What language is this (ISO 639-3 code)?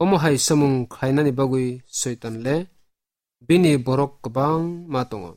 trp